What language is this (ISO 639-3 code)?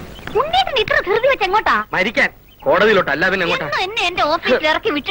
mal